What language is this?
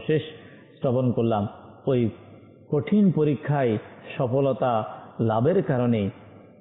Bangla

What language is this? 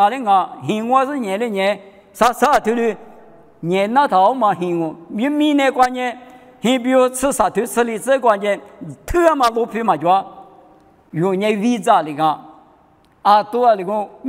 Lisu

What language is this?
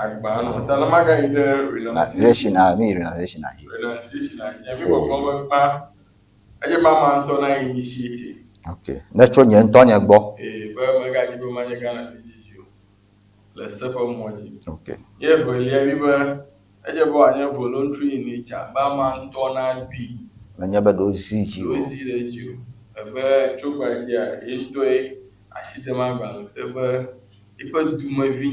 Ewe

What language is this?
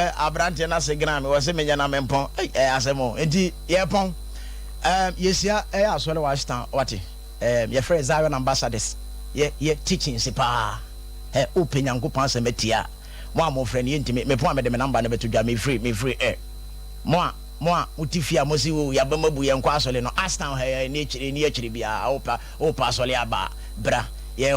Akan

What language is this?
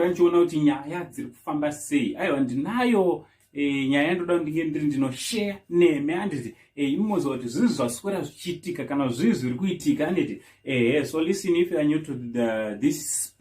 Shona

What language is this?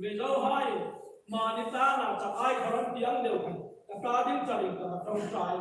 Hmar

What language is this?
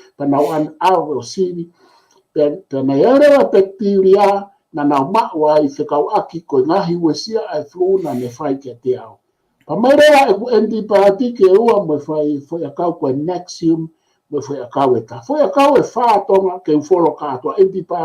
Tongan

